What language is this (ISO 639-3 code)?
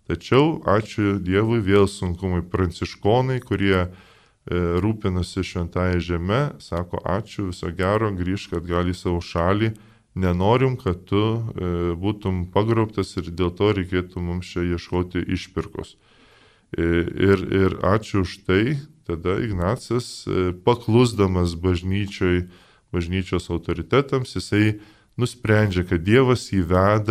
lit